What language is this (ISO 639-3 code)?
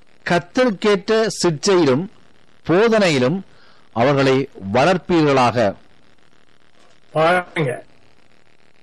tam